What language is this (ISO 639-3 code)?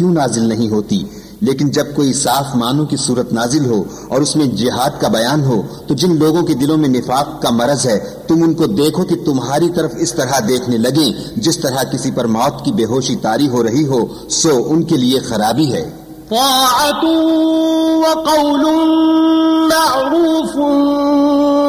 urd